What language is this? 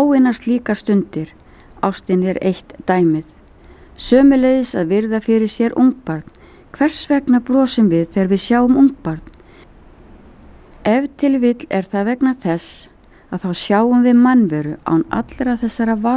Icelandic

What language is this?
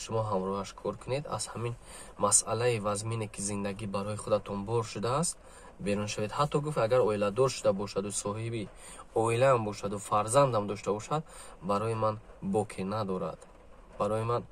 Tajik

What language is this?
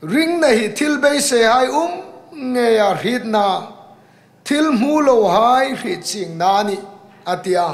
Hmar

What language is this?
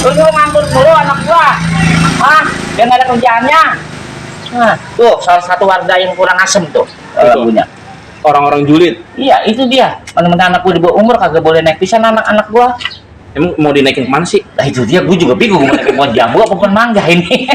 Betawi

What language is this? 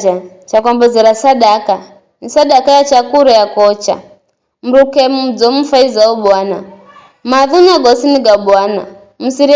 Giryama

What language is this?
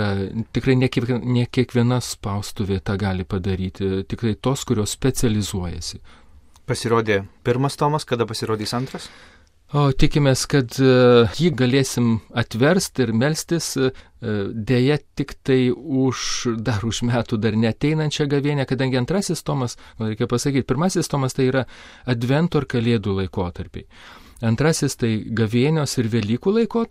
Lithuanian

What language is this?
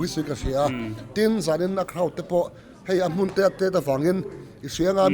Mizo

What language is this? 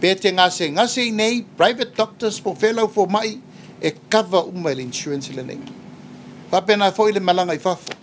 Samoan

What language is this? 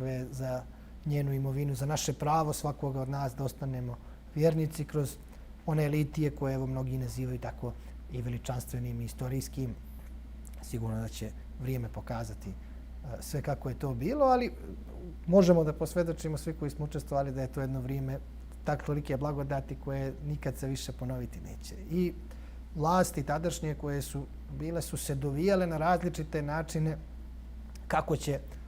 Bosnian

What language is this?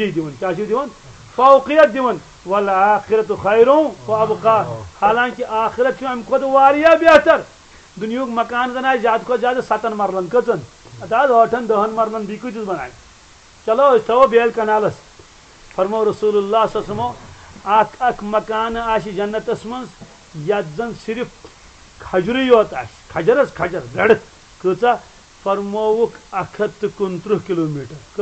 Kashmiri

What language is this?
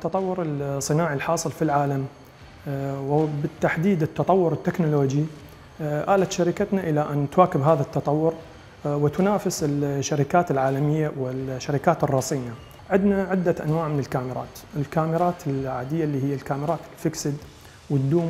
Mesopotamian Arabic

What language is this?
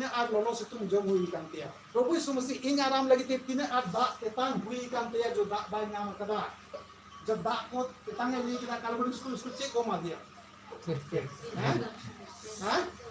Santali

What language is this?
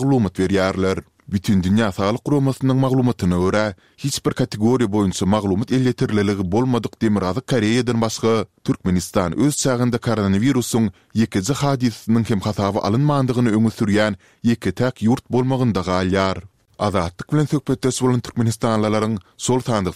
Turkmen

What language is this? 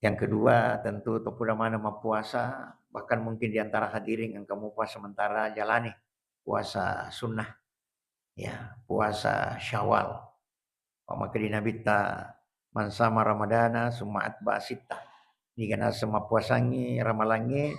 Buginese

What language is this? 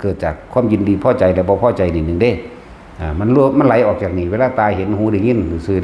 Lao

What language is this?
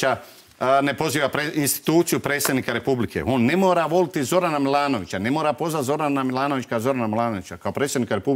Croatian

